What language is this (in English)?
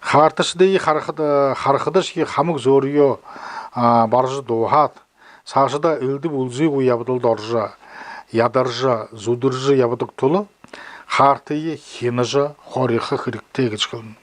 Buriat